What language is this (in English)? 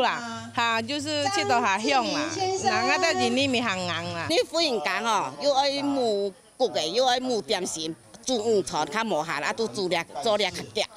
Hakka Chinese